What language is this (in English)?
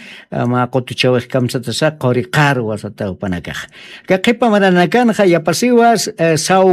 Aymara